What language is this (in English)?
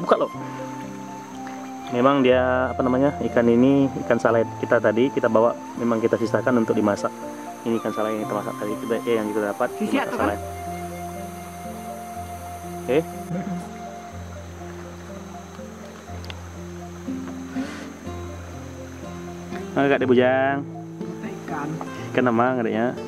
Indonesian